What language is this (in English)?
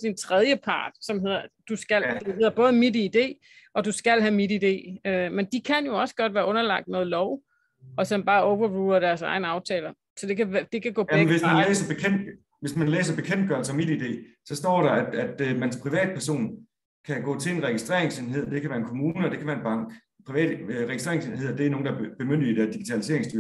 Danish